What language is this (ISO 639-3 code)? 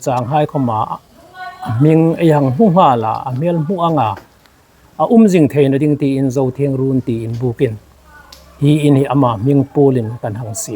hmr